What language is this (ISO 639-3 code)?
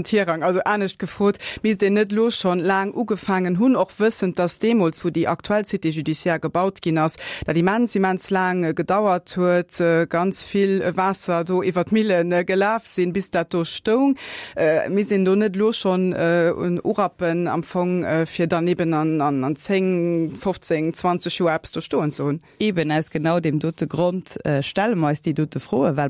ltz